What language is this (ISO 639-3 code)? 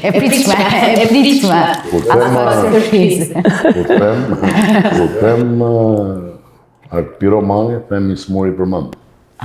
sqi